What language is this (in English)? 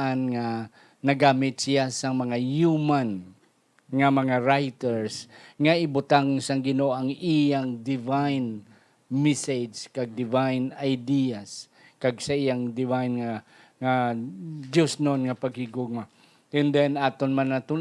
Hiligaynon